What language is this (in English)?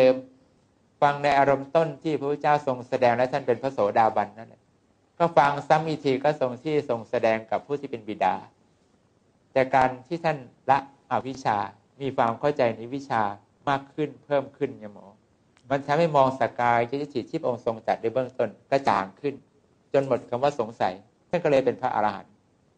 Thai